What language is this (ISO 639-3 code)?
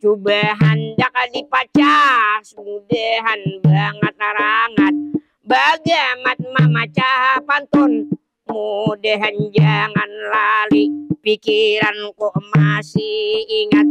bjn